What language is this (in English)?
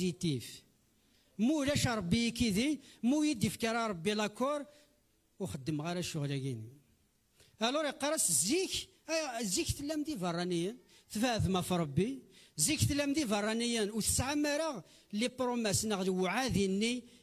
Kabyle